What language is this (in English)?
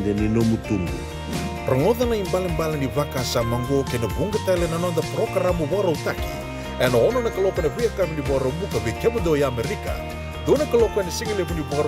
Fijian